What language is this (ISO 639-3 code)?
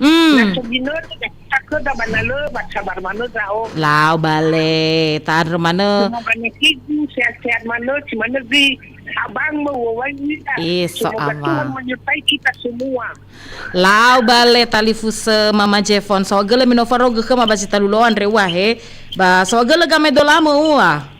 nia